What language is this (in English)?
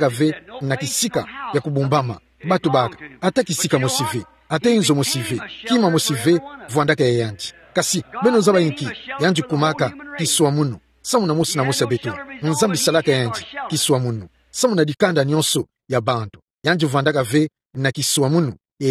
Kituba (Democratic Republic of Congo)